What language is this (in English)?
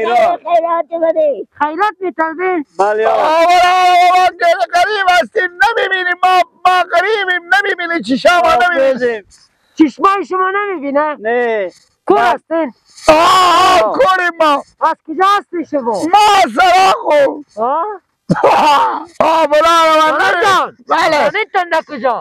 Persian